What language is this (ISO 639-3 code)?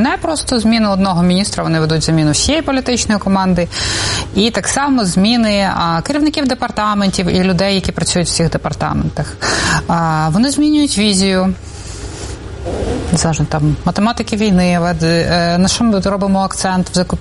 ukr